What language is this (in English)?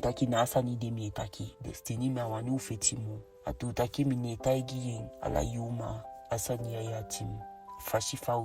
Eastern Maroon Creole